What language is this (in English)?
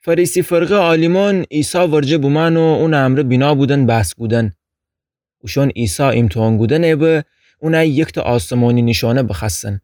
Gilaki